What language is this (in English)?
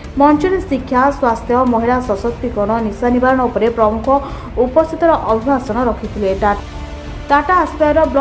Odia